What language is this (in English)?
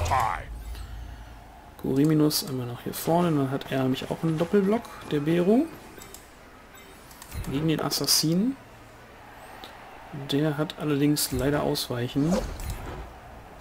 German